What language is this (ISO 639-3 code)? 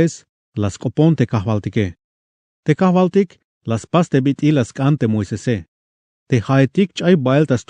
tzh